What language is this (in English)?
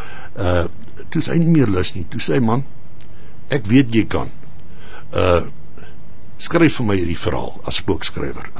Afrikaans